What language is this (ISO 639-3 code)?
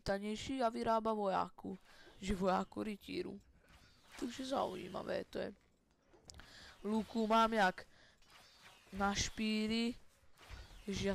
slk